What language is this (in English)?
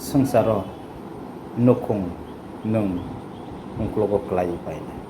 Kok Borok